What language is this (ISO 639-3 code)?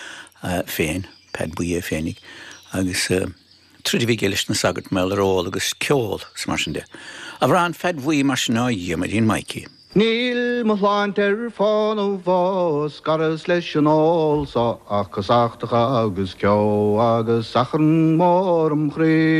gle